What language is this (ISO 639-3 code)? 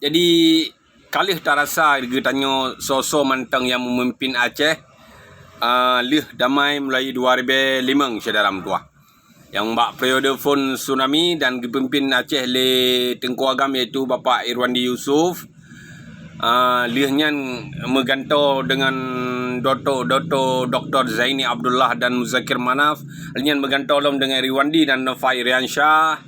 ace